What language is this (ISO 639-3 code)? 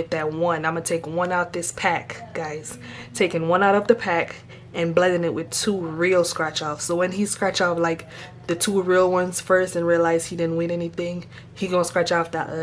jam